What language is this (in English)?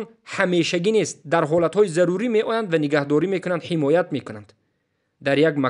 Tajik